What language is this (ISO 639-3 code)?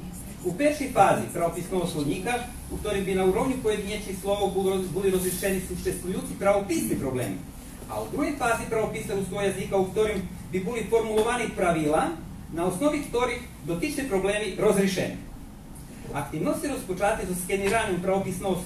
rue